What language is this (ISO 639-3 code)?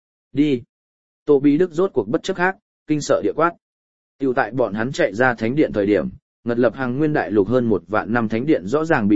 vie